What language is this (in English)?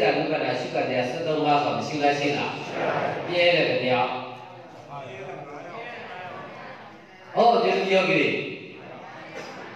Burmese